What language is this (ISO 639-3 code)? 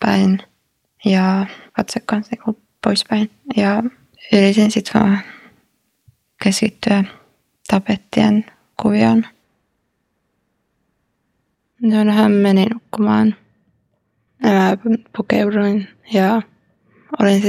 fin